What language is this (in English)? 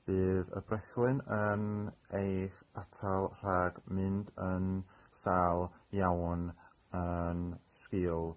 Welsh